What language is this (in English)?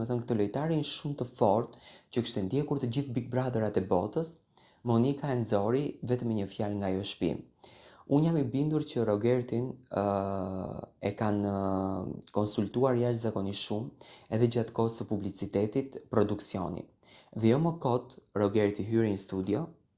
Albanian